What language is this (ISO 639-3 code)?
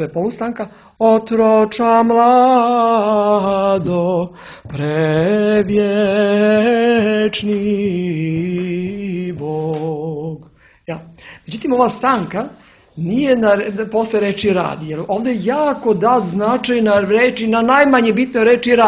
srp